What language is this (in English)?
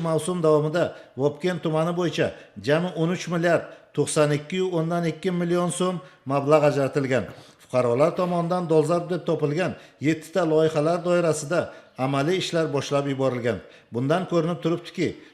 Uzbek